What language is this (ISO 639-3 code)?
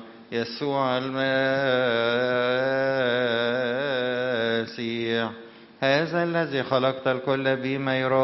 ara